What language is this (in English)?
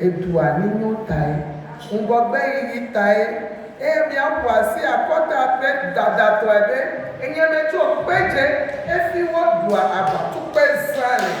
Ewe